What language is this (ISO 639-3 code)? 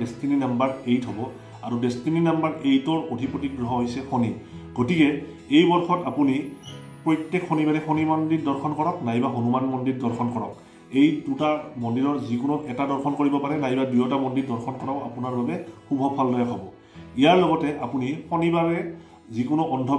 asm